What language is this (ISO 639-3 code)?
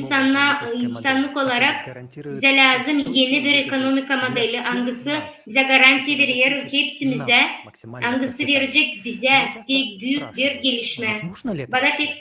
gag